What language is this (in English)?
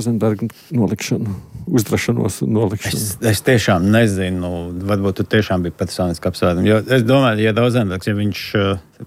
Latvian